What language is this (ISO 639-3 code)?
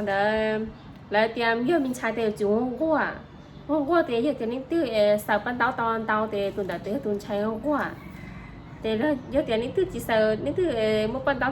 hmn